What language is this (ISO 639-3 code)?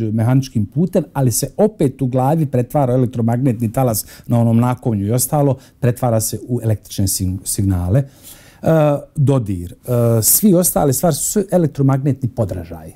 bos